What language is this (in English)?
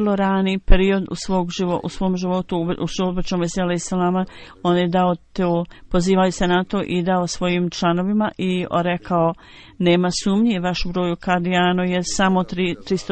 Bosnian